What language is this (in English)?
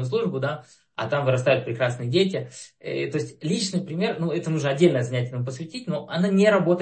Russian